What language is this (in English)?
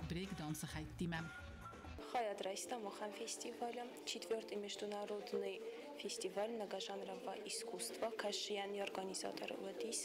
Ossetic